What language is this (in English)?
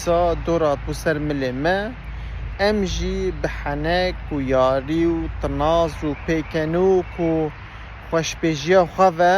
Kurdish